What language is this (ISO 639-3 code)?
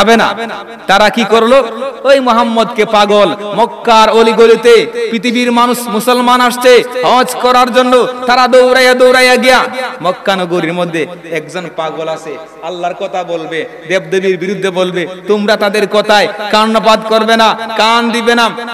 ben